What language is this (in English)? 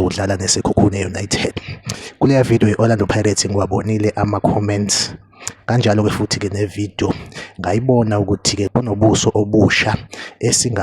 Zulu